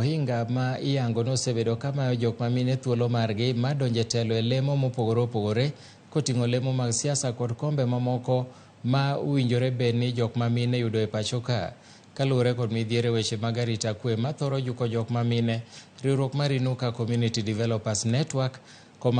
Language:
Luo (Kenya and Tanzania)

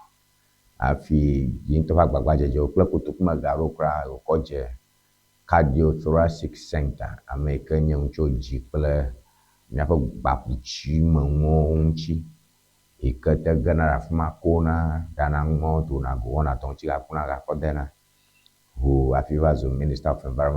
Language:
Ewe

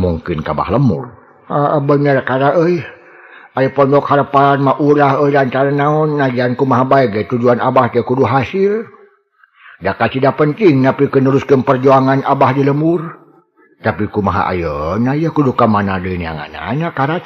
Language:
Sundanese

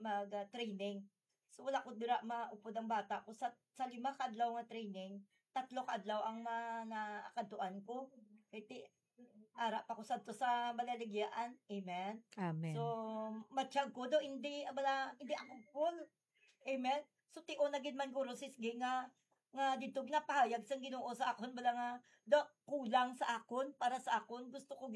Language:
Hiligaynon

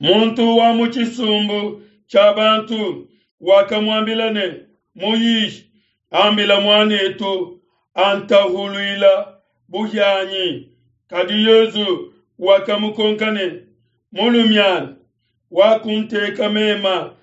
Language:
Luba-Lulua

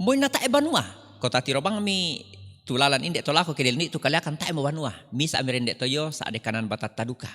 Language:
Toraja-Sa'dan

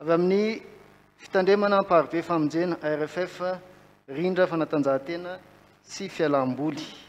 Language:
Malagasy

